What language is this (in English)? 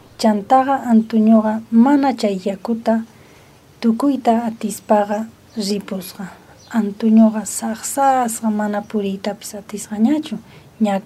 South Bolivian Quechua